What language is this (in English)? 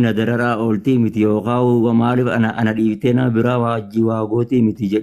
Oromo